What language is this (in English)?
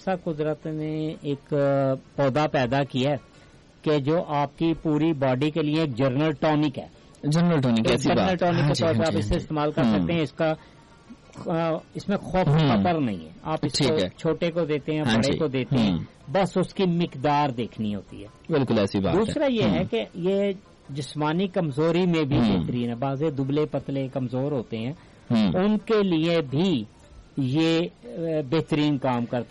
Urdu